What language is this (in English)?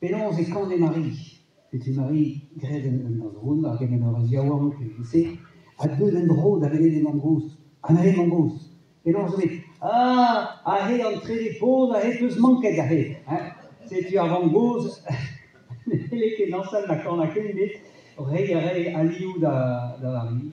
Breton